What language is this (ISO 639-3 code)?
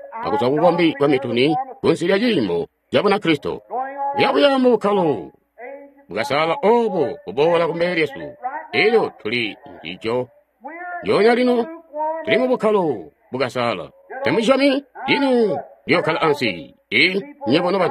toi